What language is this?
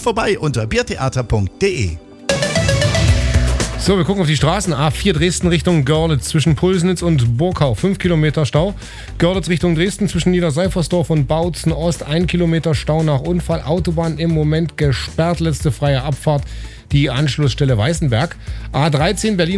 German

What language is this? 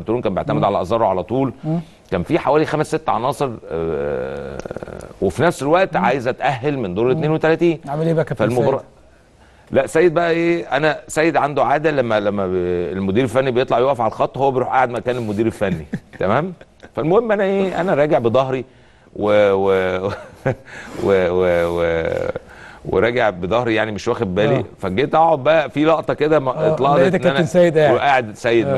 Egyptian Arabic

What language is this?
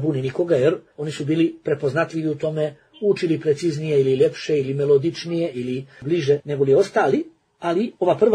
Bosnian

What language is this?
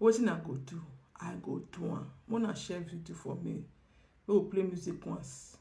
Nigerian Pidgin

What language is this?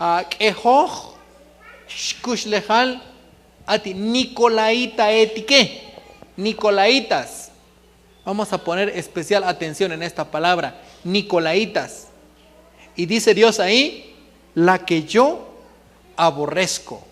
Tzotzil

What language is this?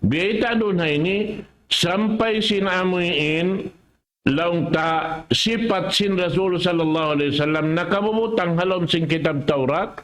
Tausug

